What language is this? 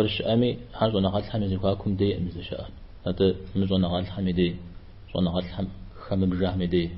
Kabardian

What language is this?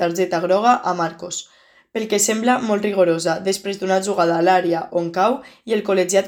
Catalan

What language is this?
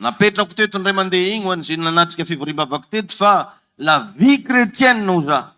Malagasy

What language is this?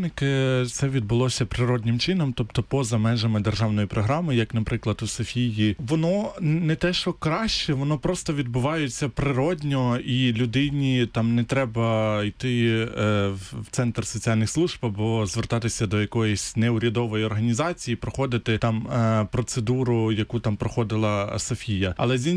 Ukrainian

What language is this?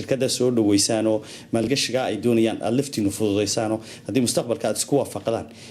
Somali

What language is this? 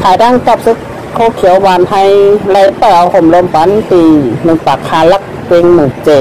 Shan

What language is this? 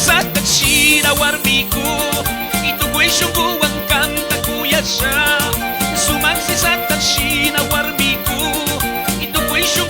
Chimborazo Highland Quichua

